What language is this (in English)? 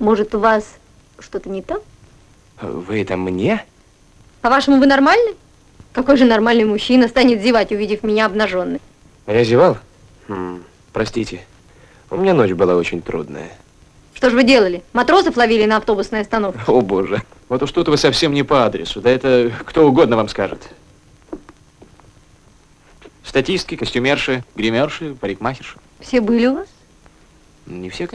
Russian